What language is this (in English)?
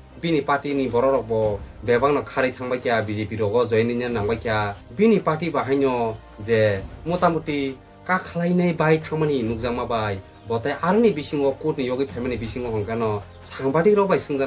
Kok Borok